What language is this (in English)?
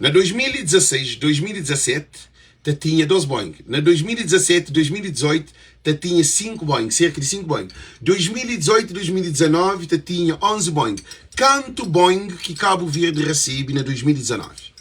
Kabuverdianu